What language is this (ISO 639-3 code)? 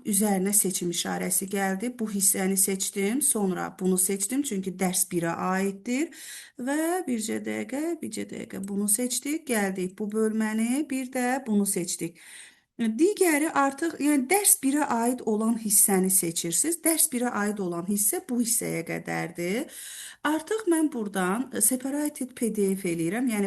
aze